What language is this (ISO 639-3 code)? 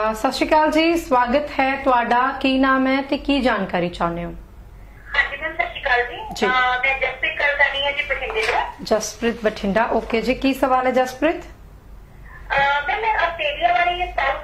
pan